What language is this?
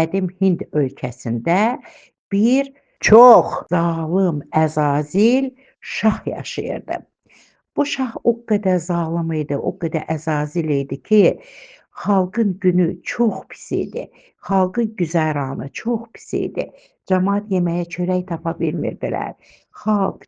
Azerbaijani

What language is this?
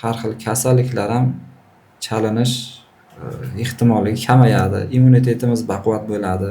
Uzbek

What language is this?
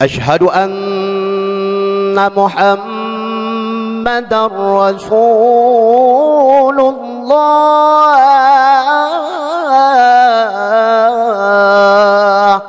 Achinese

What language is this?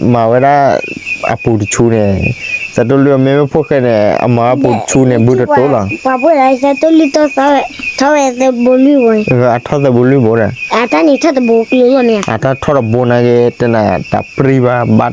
S'gaw Karen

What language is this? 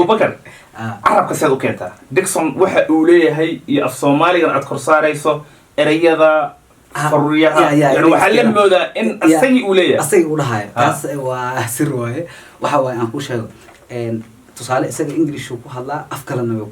Somali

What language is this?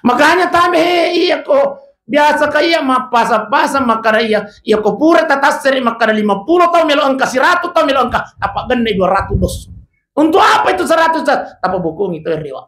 Buginese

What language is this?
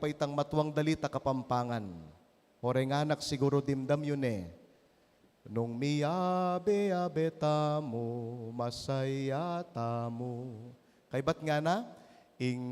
Pampanga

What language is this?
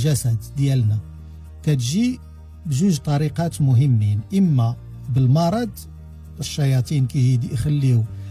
Moroccan Arabic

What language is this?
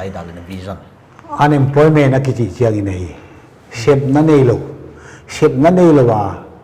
Paite Chin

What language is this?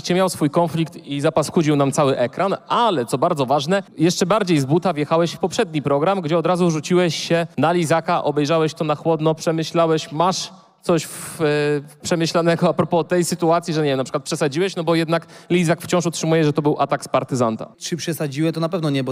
Polish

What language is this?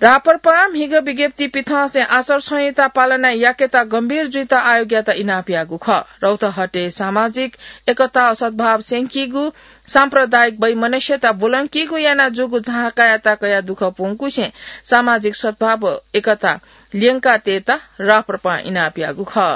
Newari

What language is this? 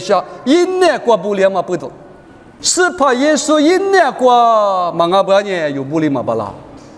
Lisu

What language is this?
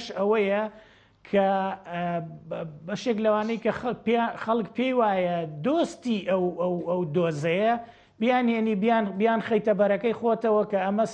Central Kurdish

